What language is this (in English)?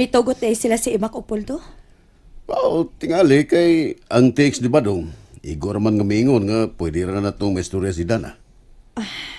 Cebuano